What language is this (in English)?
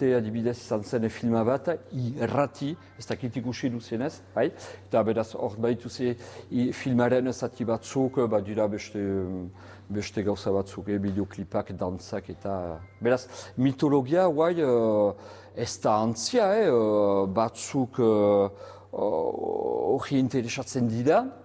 Basque